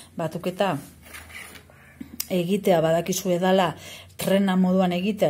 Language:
Basque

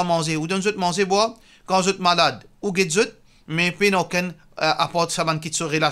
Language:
Morisyen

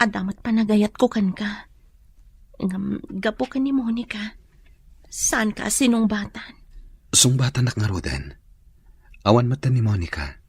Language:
Iloko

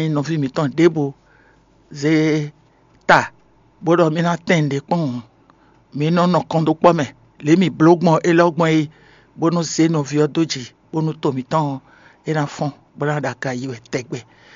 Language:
Fon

